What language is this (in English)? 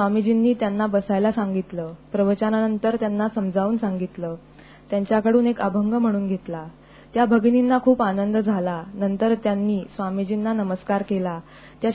Marathi